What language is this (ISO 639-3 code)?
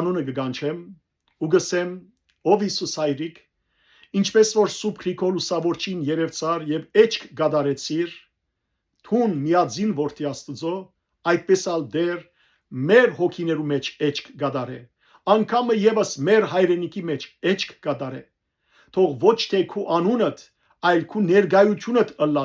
hyw